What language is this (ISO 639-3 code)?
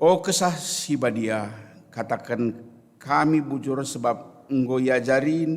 btx